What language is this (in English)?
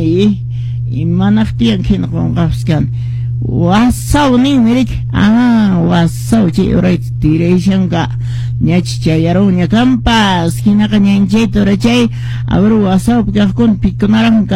Quechua